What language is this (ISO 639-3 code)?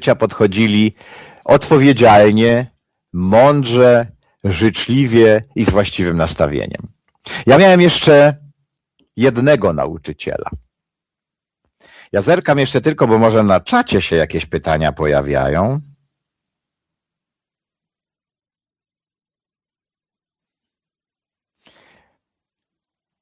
pol